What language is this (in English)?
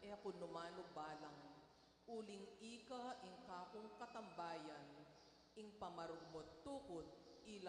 Pampanga